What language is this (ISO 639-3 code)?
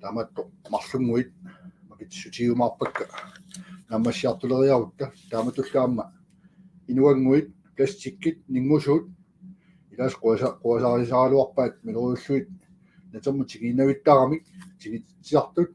kal